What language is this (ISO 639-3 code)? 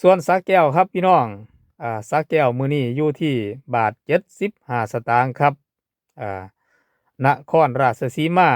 tts